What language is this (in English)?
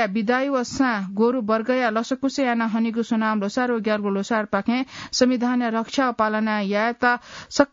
Newari